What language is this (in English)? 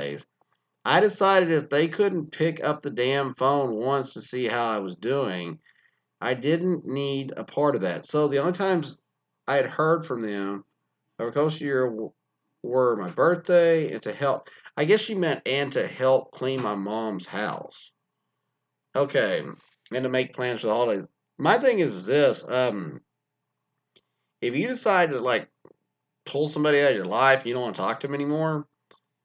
English